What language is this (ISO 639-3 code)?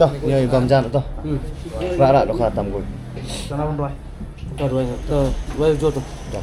kha